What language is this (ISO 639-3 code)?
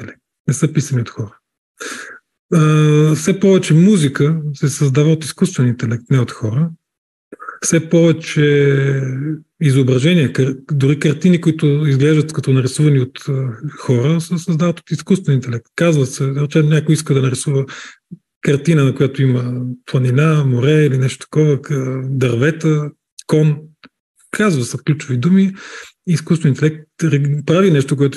bul